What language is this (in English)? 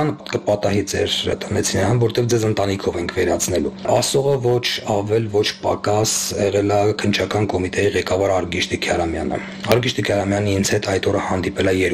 Armenian